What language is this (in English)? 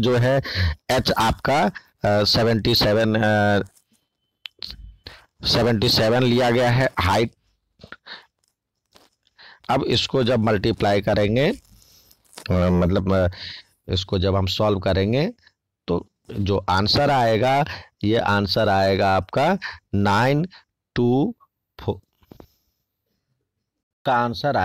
Hindi